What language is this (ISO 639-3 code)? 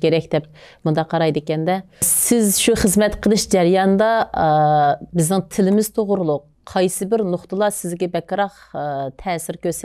uig